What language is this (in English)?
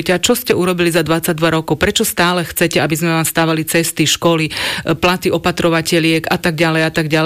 Slovak